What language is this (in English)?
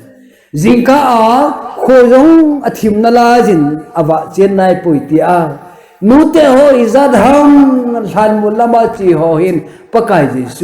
Thado Chin